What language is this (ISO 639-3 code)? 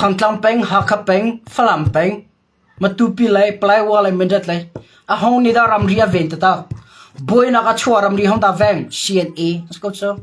cnh